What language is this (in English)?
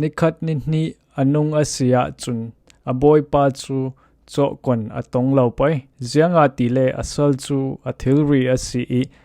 Falam Chin